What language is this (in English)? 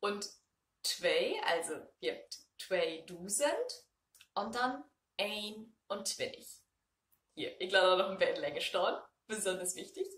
Low German